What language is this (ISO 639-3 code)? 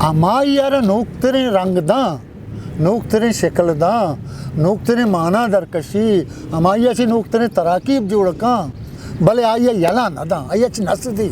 bgp